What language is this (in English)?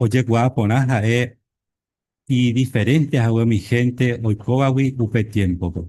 Guarani